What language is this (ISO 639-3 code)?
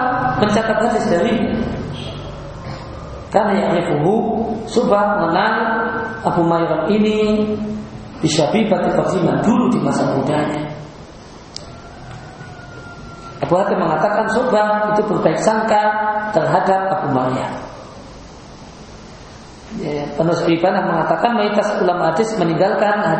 ind